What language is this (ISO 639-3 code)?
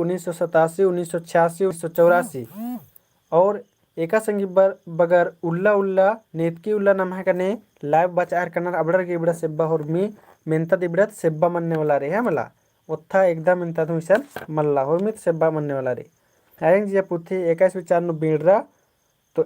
kru